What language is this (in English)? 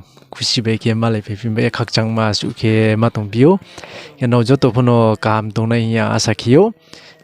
Riang (India)